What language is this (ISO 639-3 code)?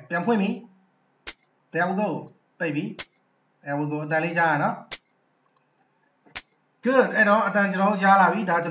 mya